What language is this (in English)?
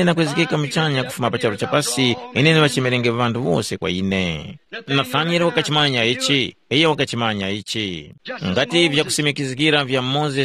Tumbuka